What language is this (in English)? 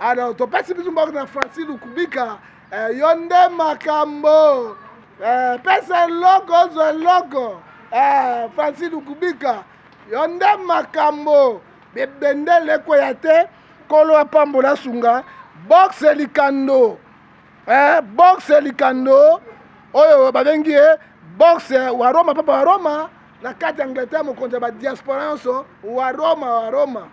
Lingala